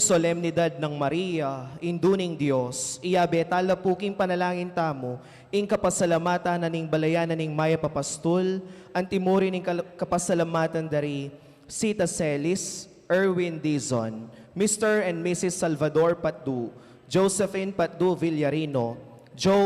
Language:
Pampanga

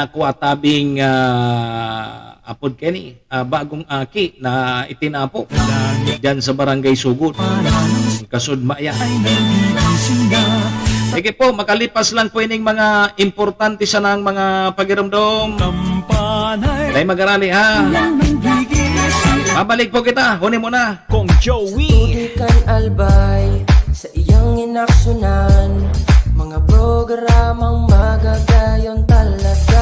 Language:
Bikol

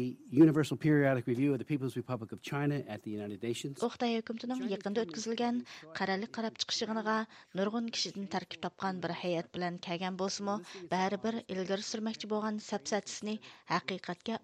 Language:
Uyghur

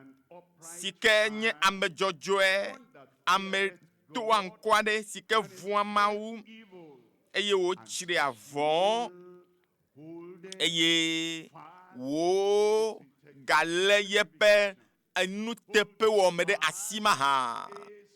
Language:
Ewe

